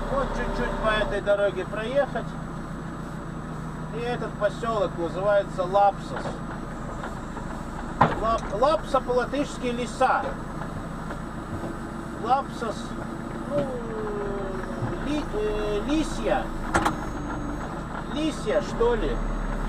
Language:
Russian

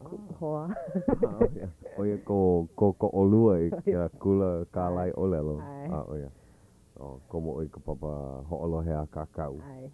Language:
Hawaiian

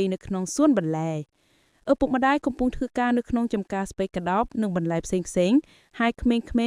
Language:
Khmer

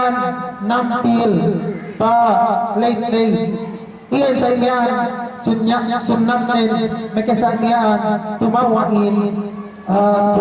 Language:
Yakan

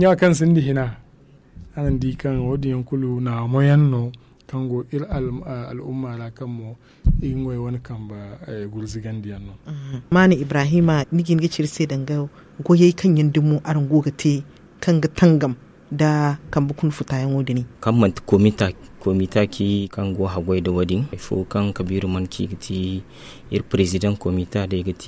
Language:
Zarma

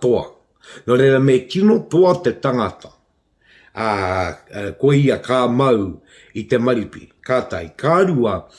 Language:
Māori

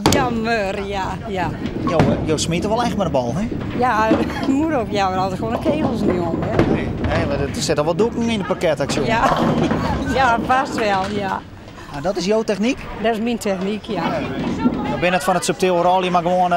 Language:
Western Frisian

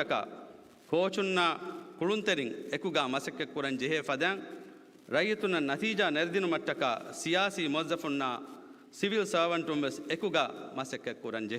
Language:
Divehi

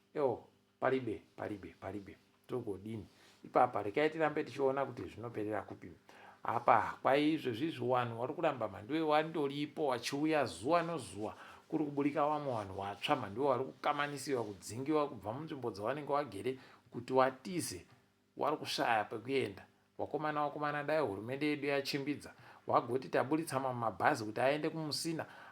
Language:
Ndau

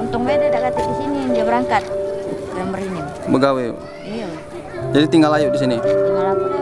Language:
Musi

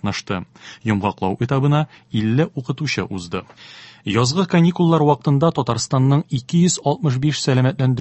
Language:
Tatar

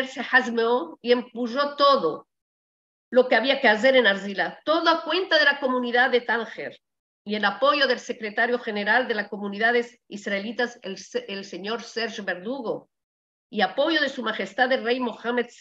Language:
Ladino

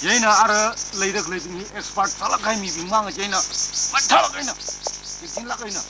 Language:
Tangkhul Naga (India)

